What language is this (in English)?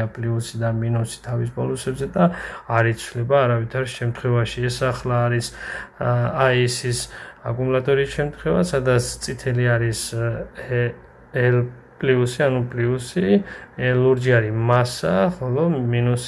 Georgian